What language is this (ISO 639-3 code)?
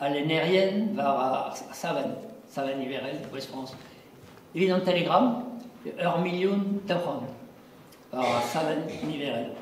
bre